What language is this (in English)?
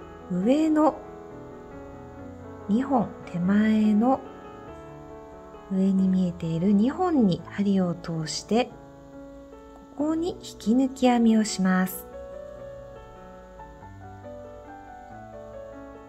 Japanese